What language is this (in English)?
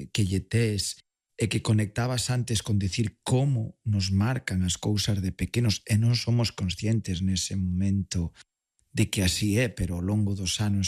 Galician